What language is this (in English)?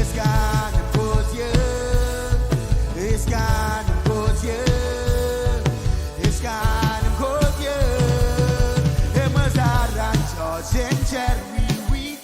Marshallese